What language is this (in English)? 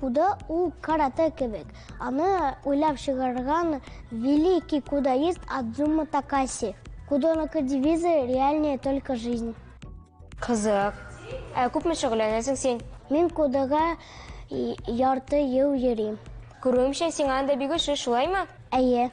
Tatar